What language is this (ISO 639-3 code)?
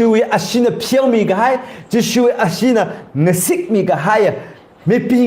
nmf